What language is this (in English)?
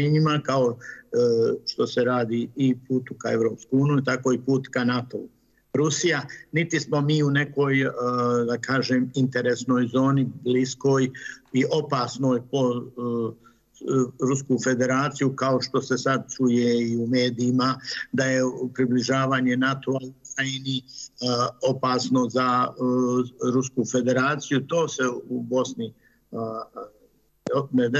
Bosnian